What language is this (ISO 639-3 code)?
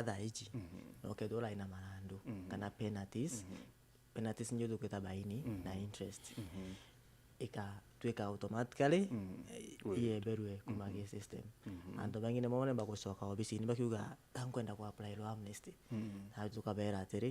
mer